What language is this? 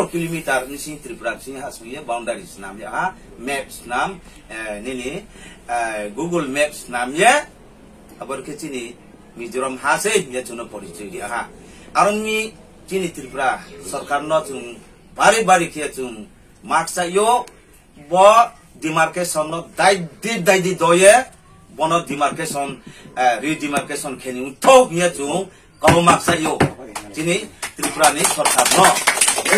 Riang (India)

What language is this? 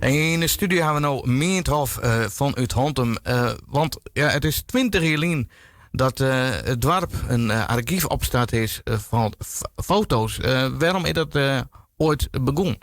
Western Frisian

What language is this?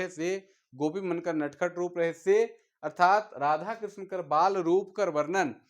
Sadri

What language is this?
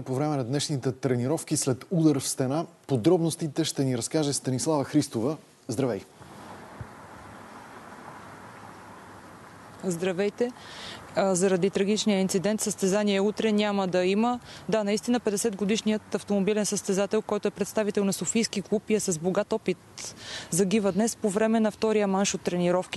Bulgarian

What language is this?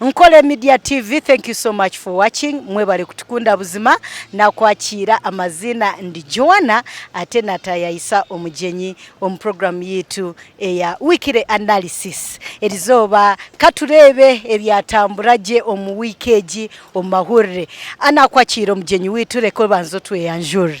Nyankole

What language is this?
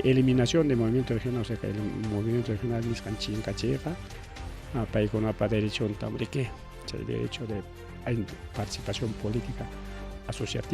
Ayacucho Quechua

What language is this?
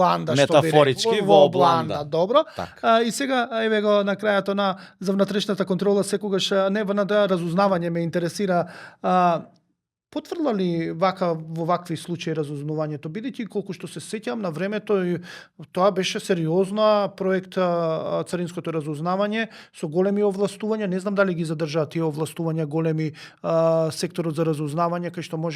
Macedonian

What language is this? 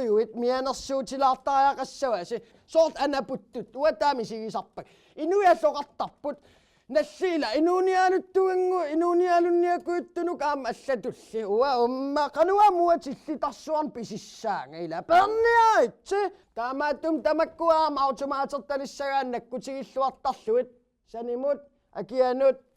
Kalaallisut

